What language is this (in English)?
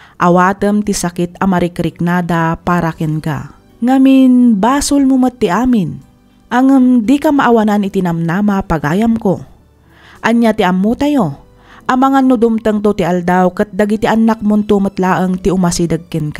Iloko